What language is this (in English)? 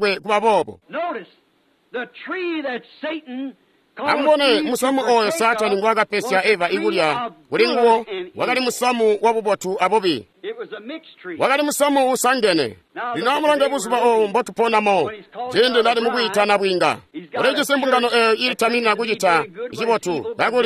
Tonga (Zambia)